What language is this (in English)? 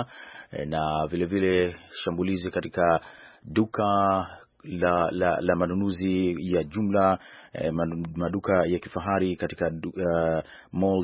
Swahili